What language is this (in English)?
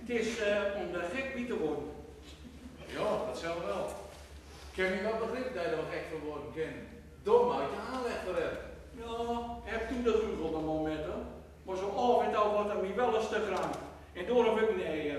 Gronings